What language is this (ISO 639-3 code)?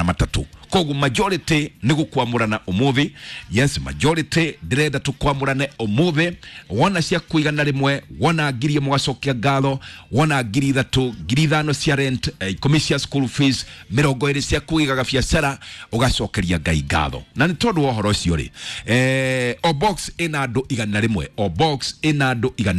kik